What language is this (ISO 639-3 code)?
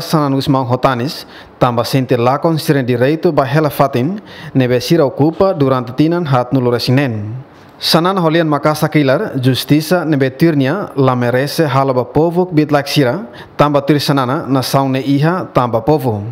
tet